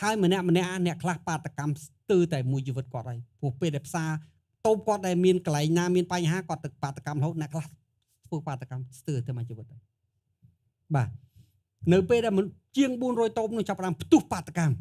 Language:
Khmer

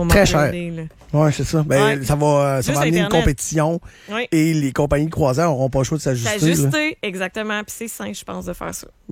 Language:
French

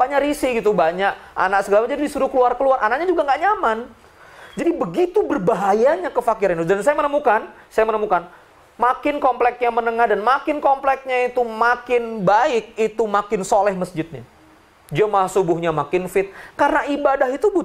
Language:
Indonesian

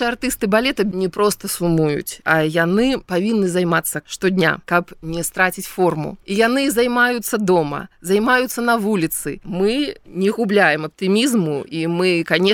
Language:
Belarusian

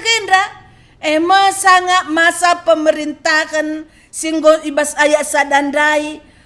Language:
Batak Karo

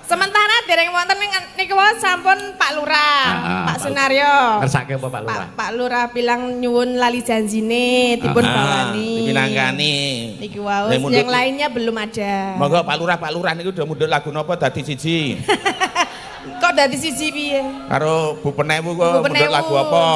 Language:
Javanese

